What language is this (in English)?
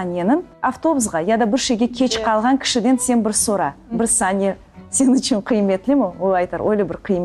Crimean Tatar